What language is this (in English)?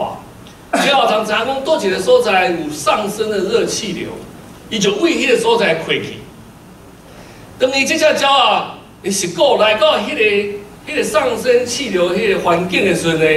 Min Nan Chinese